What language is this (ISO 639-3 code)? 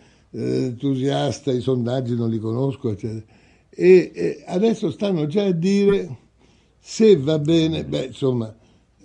ita